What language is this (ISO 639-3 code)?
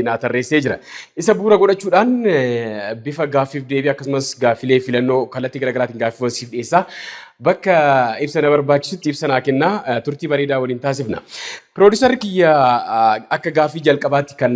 orm